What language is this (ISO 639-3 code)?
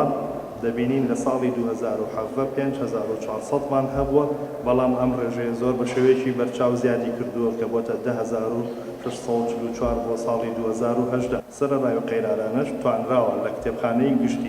ckb